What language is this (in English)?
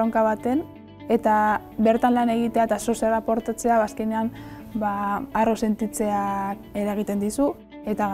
Basque